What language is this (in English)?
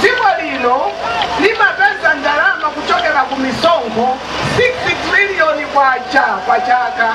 Nyanja